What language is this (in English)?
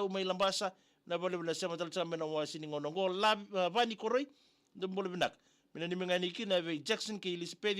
Fijian